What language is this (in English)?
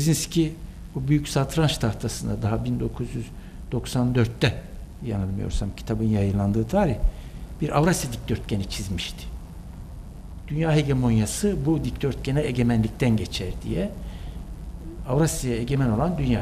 Turkish